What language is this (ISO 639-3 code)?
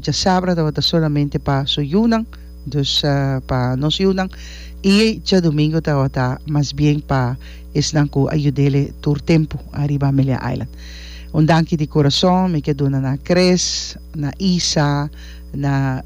pap